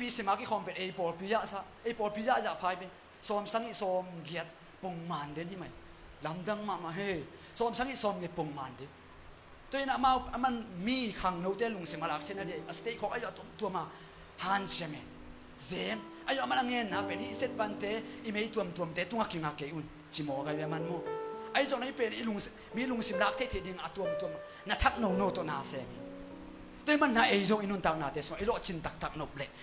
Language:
Tedim Chin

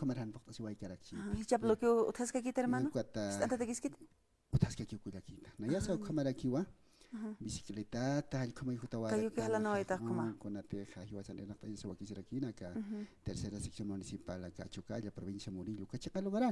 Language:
Aymara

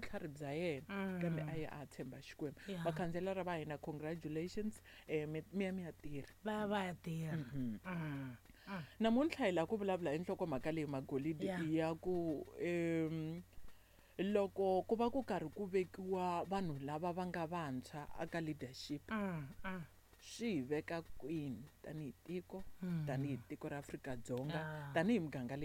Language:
Tsonga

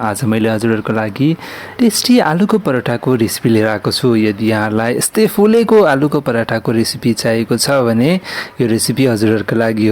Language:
Nepali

